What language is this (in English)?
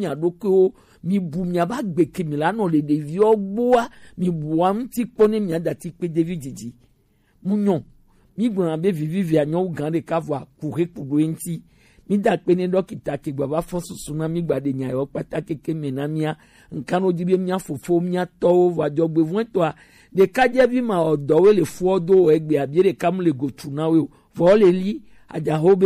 Gen